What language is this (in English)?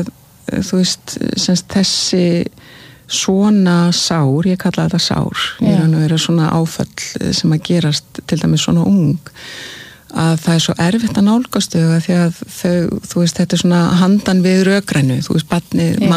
Icelandic